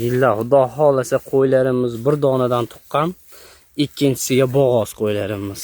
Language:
Uzbek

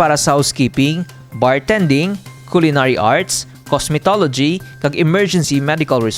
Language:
Hiligaynon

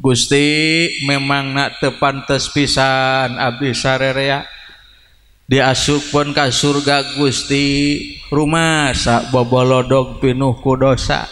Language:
Sundanese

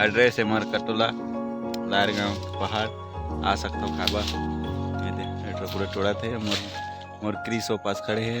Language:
Chhattisgarhi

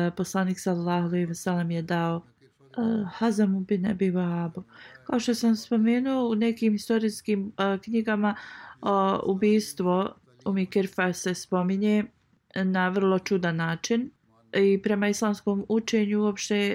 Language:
Bosnian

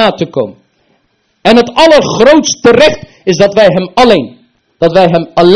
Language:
Dutch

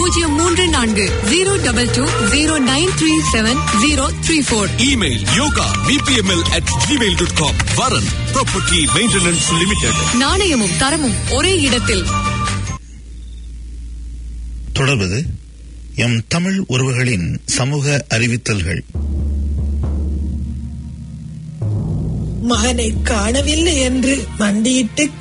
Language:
Tamil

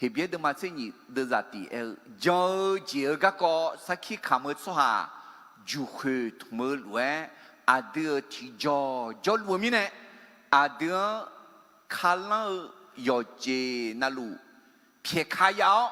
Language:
Akha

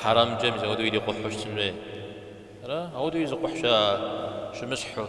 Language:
Kabardian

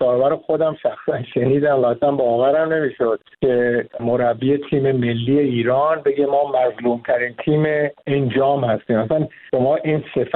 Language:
Persian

